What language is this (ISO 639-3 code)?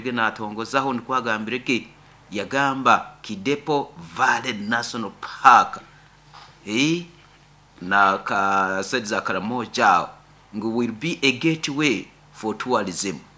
nyo